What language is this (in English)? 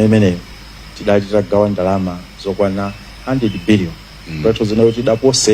Nyanja